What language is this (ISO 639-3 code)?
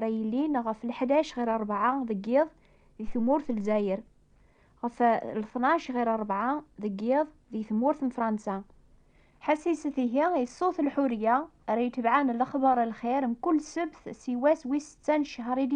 kab